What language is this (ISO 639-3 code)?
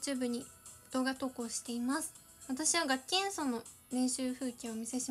jpn